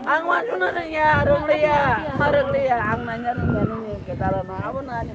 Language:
Kok Borok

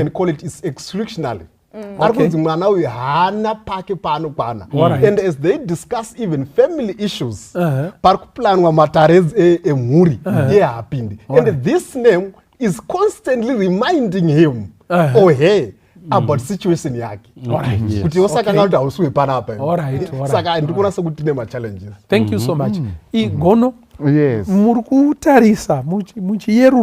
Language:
Shona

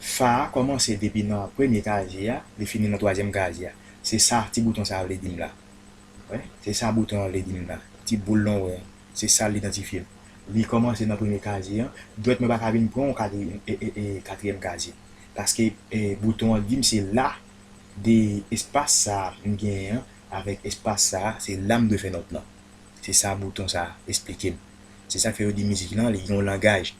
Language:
Haitian Creole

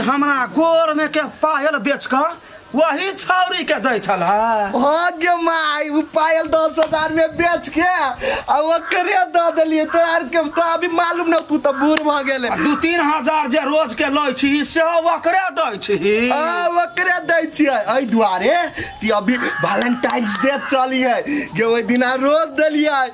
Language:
Maithili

